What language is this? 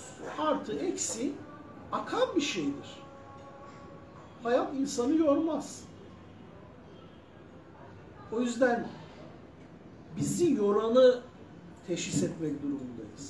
Turkish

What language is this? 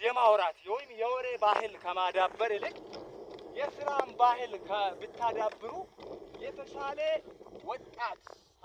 Amharic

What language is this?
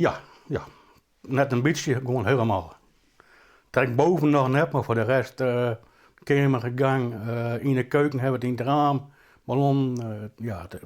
Western Frisian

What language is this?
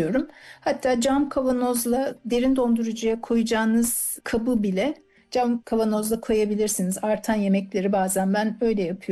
Turkish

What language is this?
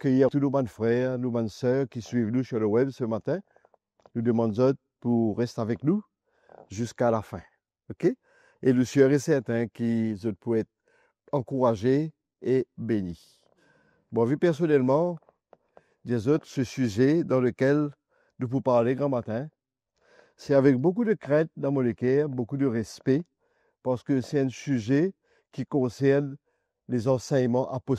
Morisyen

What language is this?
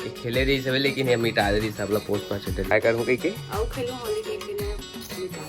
Chhattisgarhi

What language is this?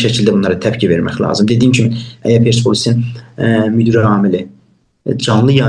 South Azerbaijani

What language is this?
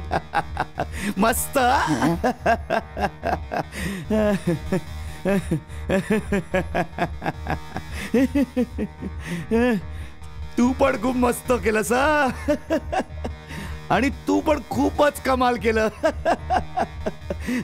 Marathi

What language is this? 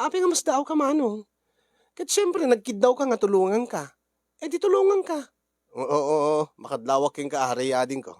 Iloko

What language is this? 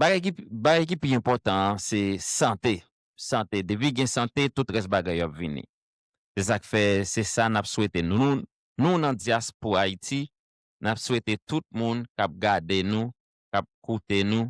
Haitian Creole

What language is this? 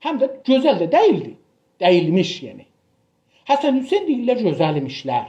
South Azerbaijani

